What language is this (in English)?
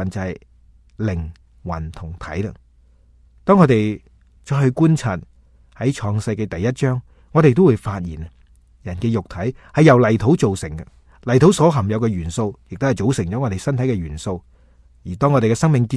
Cantonese